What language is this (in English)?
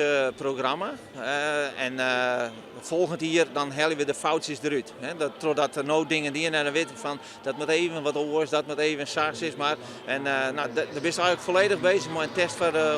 Western Frisian